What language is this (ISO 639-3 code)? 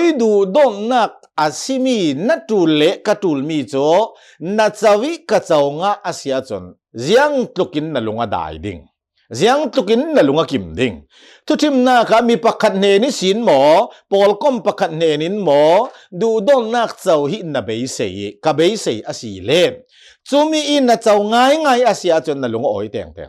cnh